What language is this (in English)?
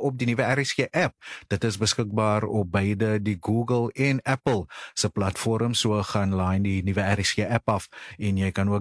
Afrikaans